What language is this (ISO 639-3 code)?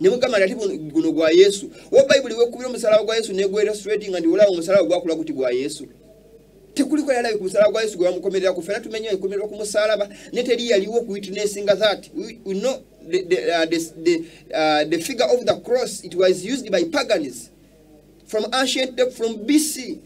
lug